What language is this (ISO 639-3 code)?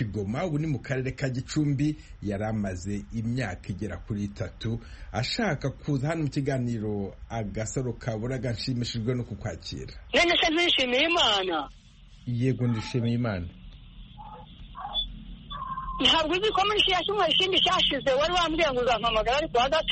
kin